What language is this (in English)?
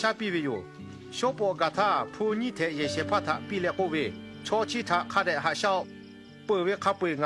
Lahu